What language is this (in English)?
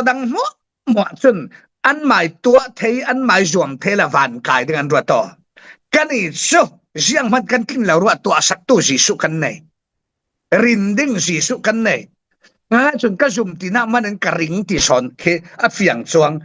Falam Chin